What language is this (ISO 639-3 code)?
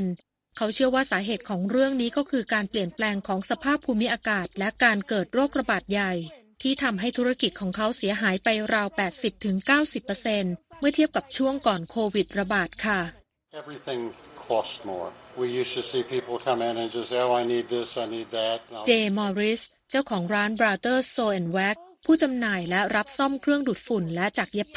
tha